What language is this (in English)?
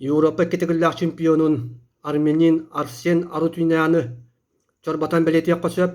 Yakut